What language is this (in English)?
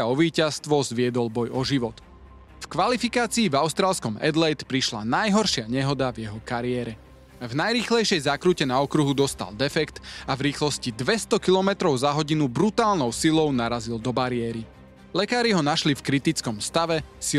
Slovak